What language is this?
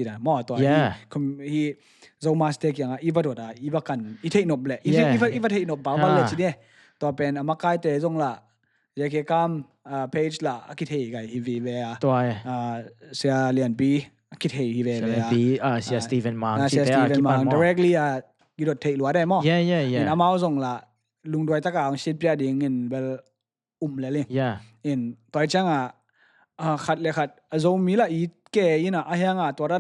Tedim Chin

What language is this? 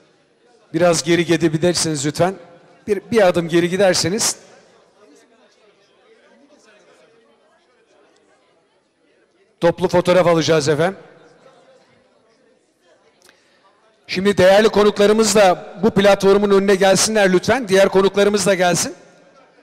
Turkish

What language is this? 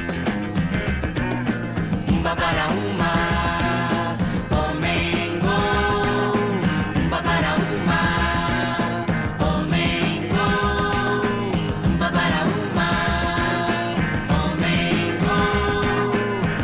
Portuguese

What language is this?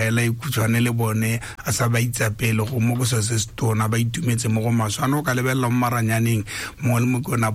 Tswana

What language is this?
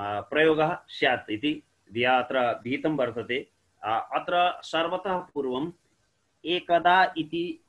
Sanskrit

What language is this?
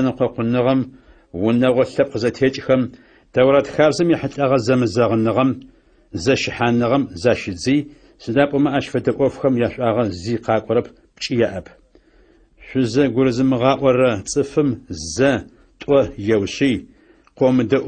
Adyghe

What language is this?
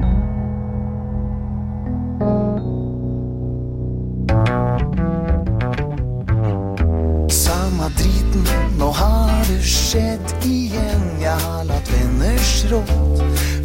Norwegian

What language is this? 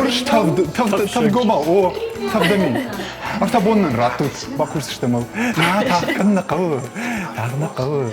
Ossetic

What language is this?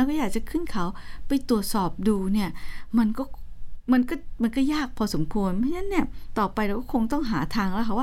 Thai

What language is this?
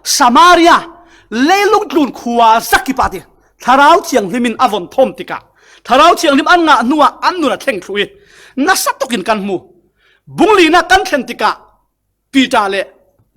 Falam Chin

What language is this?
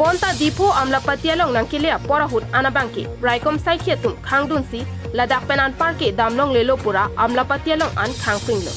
Karbi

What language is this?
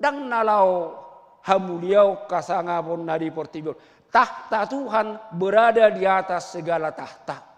Batak Toba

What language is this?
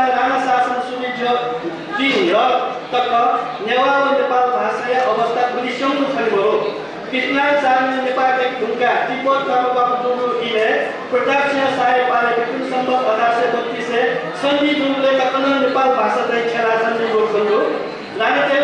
Newari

